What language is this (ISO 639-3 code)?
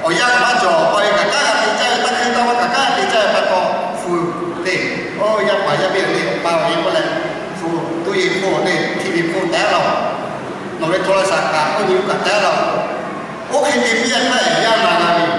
lhu